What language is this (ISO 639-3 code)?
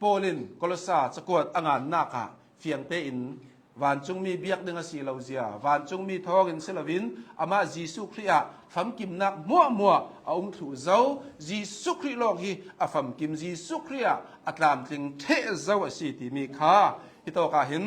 cnh